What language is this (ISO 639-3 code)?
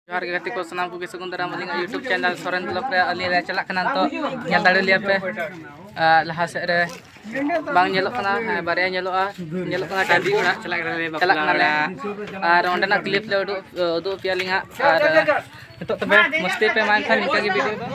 sat